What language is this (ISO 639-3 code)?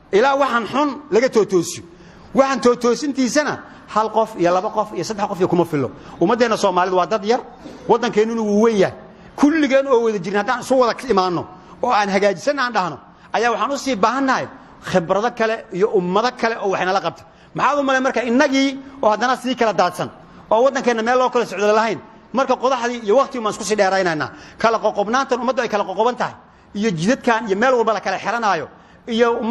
som